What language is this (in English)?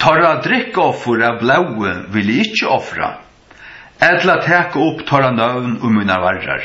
Faroese